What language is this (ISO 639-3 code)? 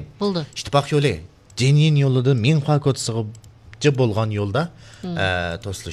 uig